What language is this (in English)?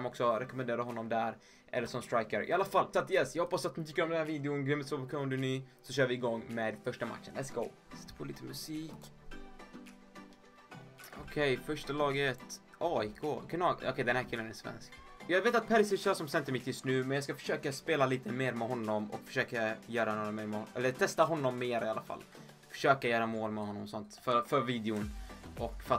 Swedish